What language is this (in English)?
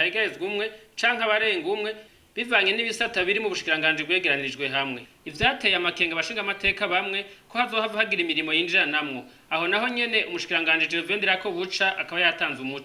Rundi